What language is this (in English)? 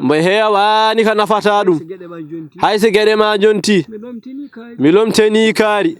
Fula